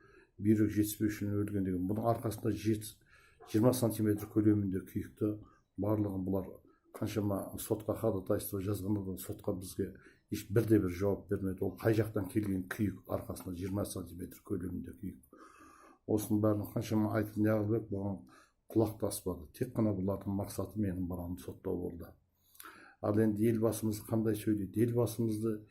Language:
Kazakh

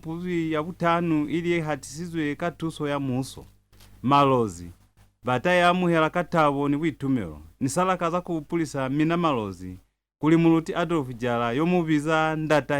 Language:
Lozi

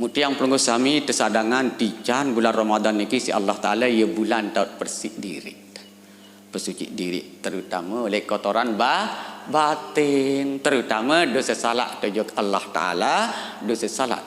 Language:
Sasak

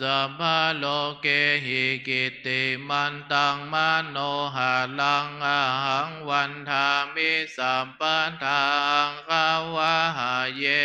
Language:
Pali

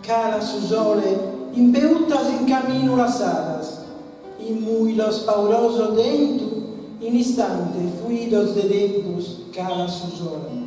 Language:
Sardinian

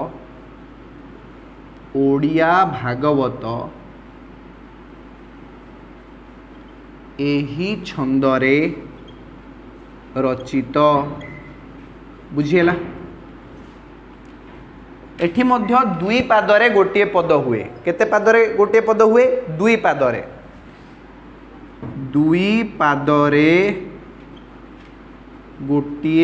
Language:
Odia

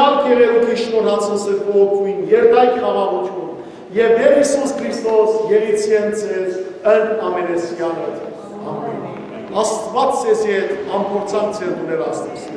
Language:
Western Armenian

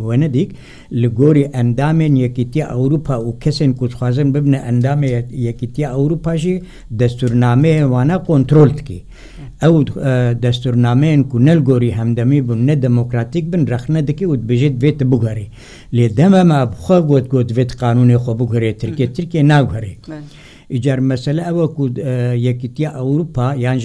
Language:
Kurdish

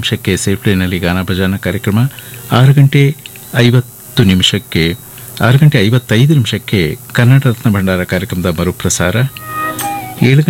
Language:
Kannada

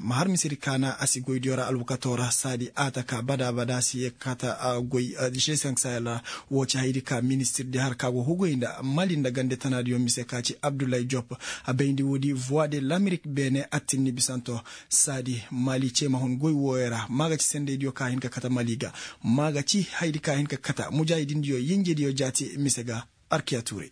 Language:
Koyraboro Senni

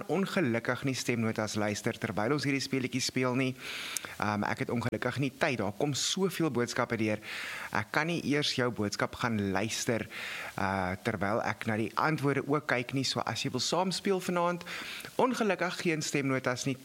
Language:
Afrikaans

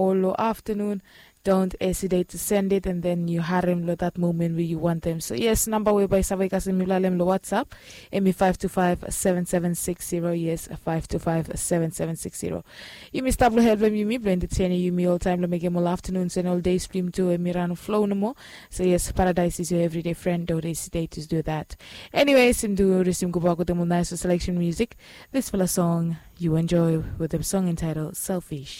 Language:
Bislama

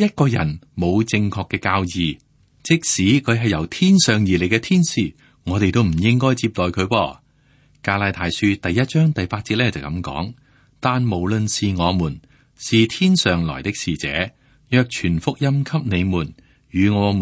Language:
Cantonese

